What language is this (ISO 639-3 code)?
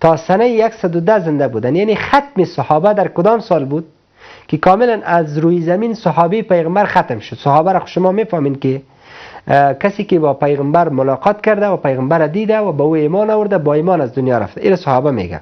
fas